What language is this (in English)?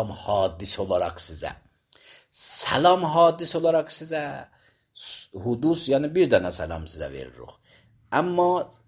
Azerbaijani